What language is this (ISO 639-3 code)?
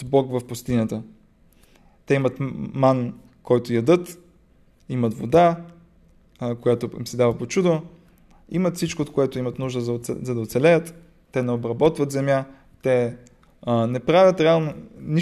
bul